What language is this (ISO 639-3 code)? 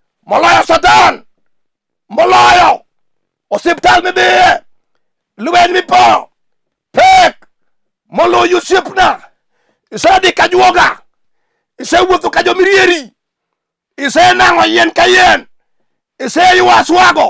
luo